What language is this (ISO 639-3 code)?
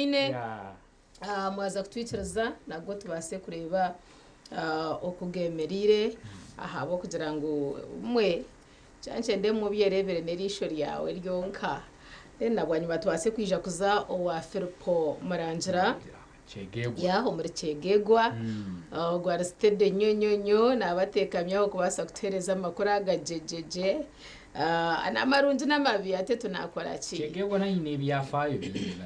nyn